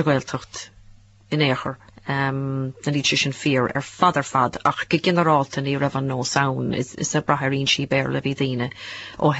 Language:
Irish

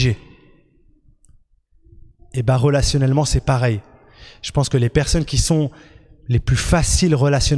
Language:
French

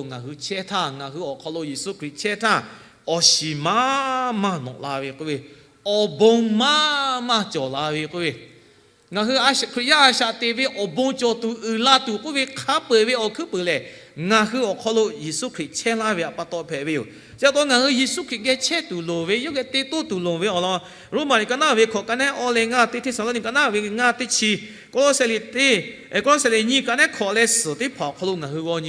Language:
Lahu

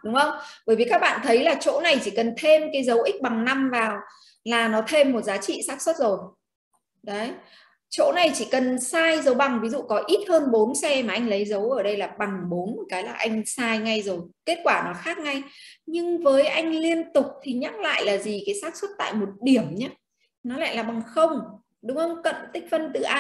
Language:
Vietnamese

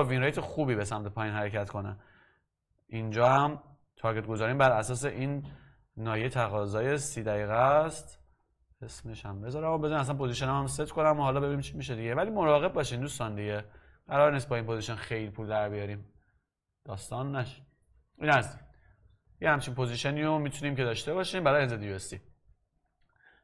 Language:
Persian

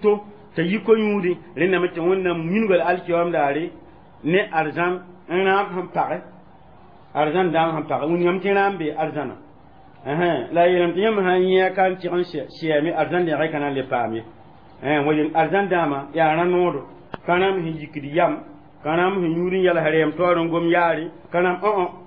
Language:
Mossi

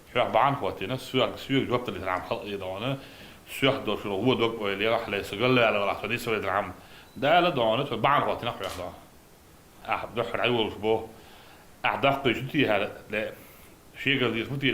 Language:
Chechen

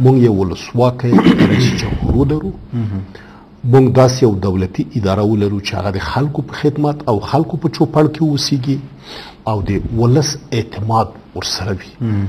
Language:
Pashto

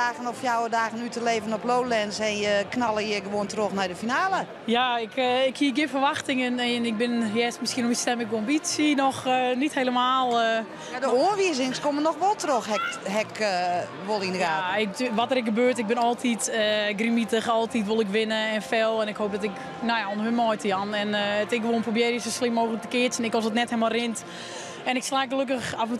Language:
Western Frisian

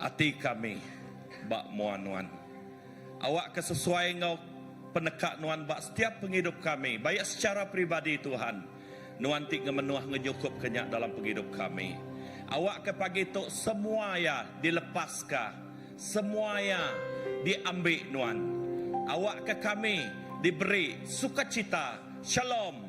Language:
Iban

